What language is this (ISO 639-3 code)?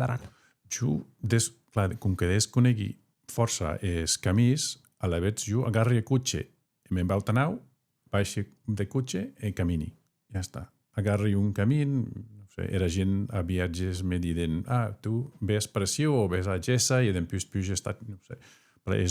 oci